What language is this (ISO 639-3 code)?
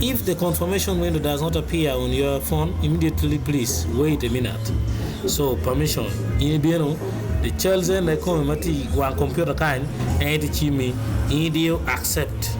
ach